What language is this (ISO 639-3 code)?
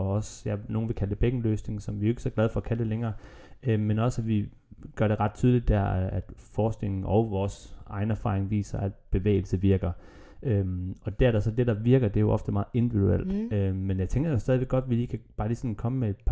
dan